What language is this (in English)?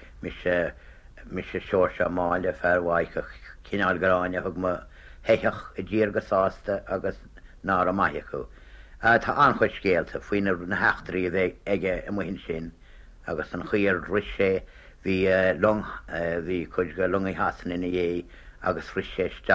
Irish